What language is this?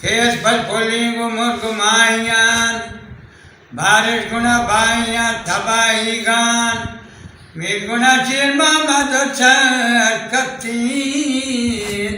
Eastern Balochi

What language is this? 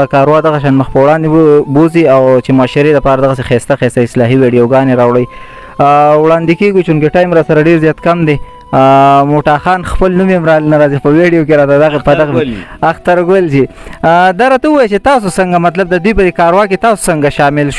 Pashto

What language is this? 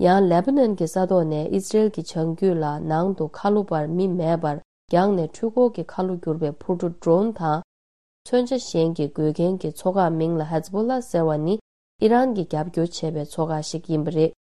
Tibetan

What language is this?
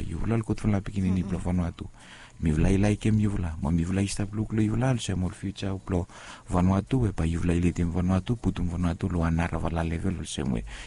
Bislama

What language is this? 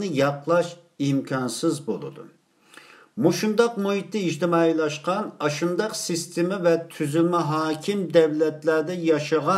Uyghur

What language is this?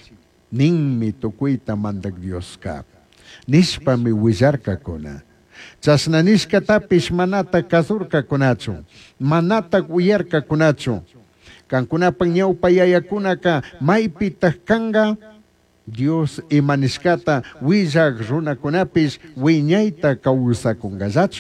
Chimborazo Highland Quichua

